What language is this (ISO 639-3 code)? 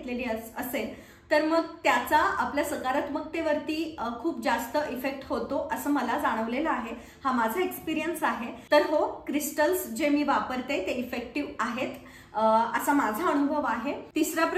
mar